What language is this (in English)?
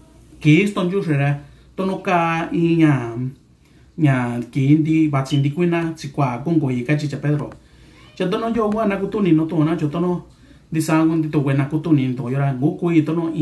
Mixtepec Mixtec